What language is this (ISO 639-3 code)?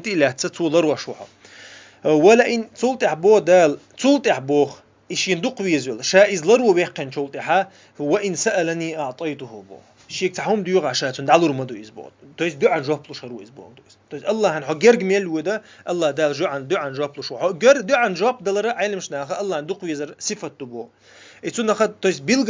che